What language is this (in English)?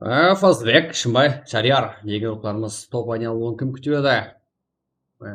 Kara-Kalpak